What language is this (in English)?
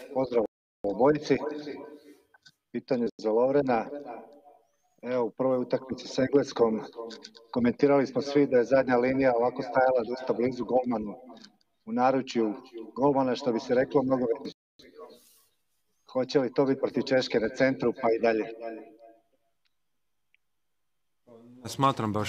Croatian